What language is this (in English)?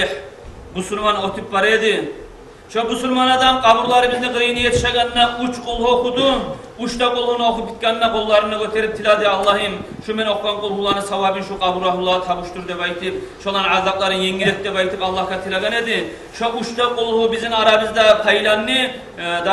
Kumyk